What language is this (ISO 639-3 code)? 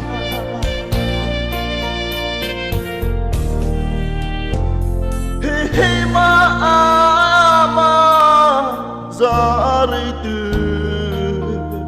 mrh